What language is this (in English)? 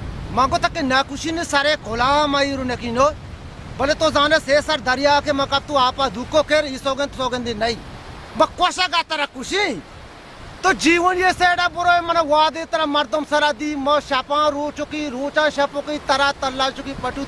Baluchi